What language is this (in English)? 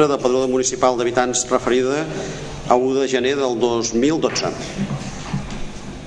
Catalan